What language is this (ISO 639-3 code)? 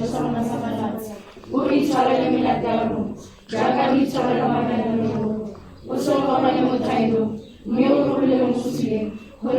tsn